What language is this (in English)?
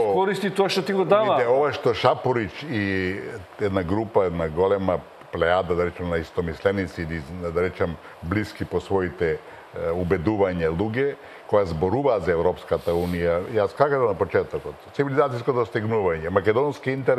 Macedonian